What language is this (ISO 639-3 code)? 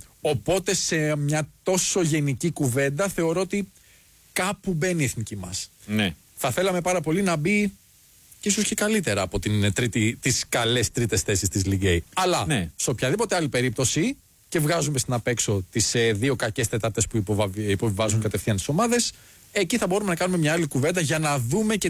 ell